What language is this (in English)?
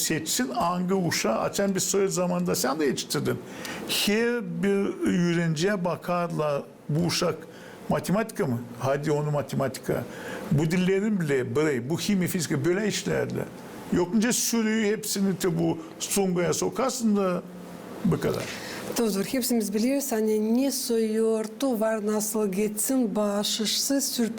Gagauz